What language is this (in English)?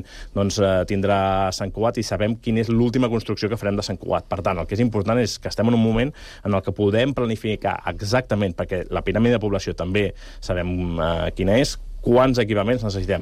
Catalan